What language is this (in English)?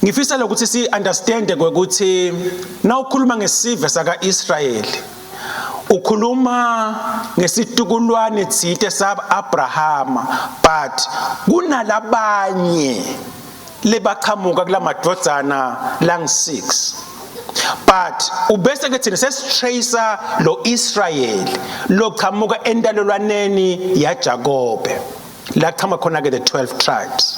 Swati